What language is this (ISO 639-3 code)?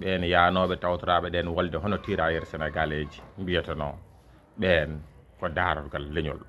ful